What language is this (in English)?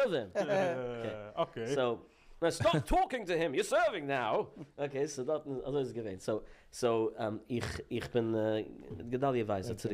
Yiddish